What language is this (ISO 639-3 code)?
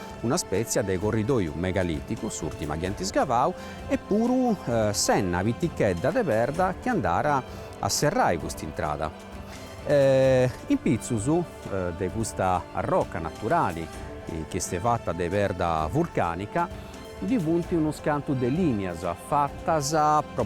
srd